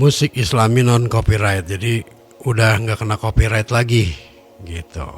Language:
Betawi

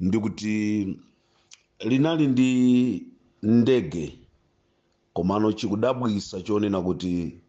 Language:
Nyanja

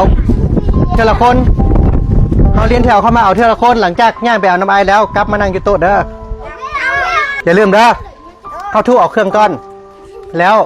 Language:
Lao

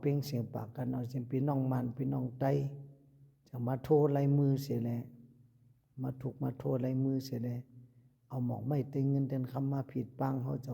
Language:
Shan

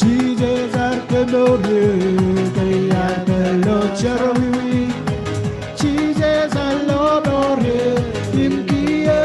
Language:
Marshallese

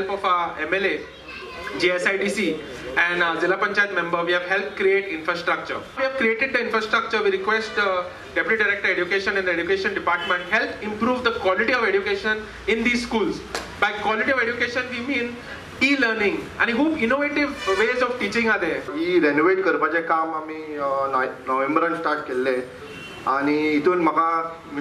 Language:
Konkani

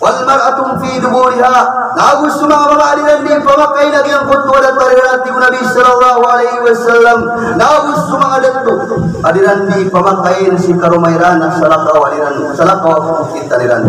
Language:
Maranao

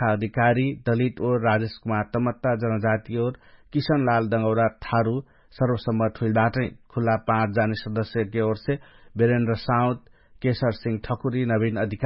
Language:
Dangaura Tharu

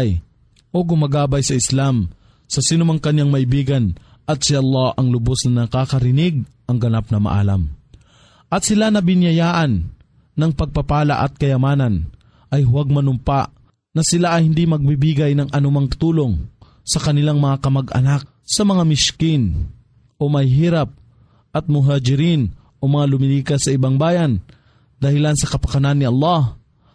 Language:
Filipino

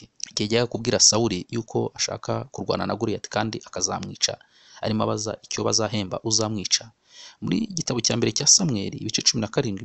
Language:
Kinyarwanda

